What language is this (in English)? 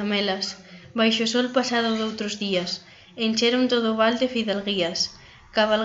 Galician